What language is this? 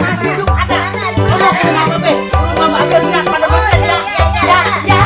Betawi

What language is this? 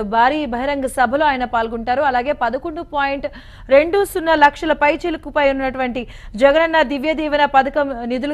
Telugu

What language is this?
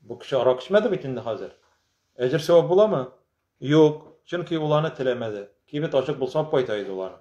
Tatar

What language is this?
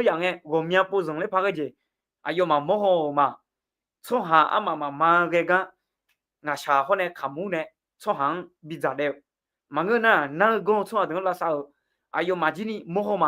Akha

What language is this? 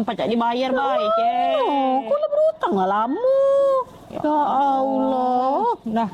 Musi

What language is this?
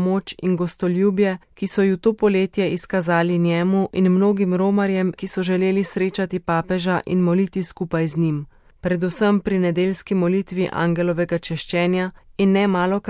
Slovenian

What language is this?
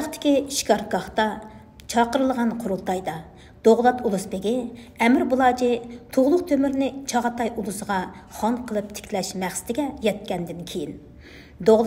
Uyghur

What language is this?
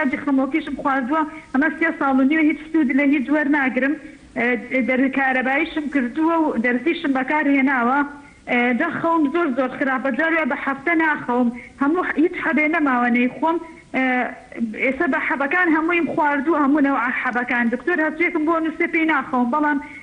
Central Kurdish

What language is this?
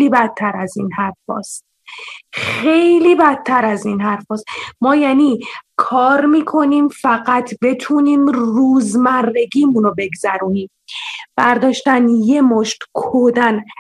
Persian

